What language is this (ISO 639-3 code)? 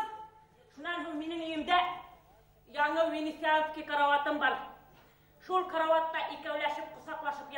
bak